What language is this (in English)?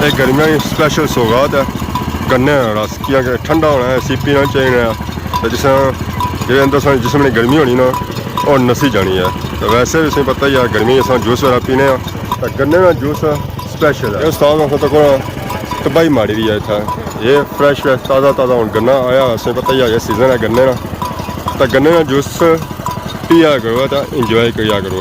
Pahari-Potwari